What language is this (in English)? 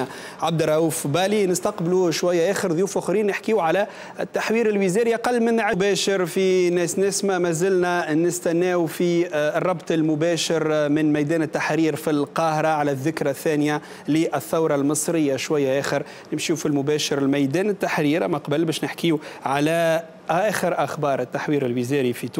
Tunisian Arabic